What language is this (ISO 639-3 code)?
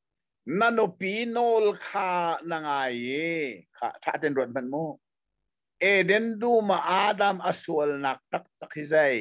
cnh